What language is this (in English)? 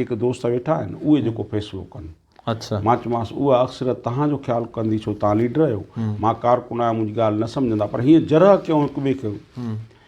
Sindhi